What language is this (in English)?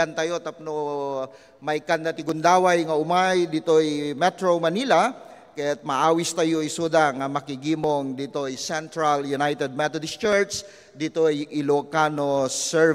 Iloko